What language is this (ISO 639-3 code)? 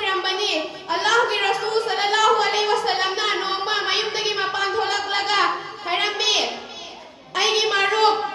mni